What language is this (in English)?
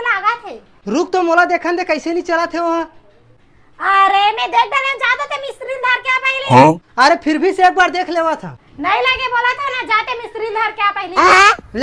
Chhattisgarhi